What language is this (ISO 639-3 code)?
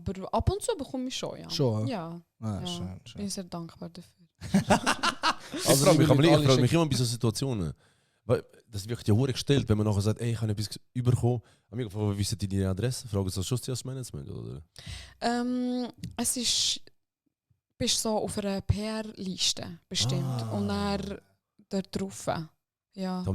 gsw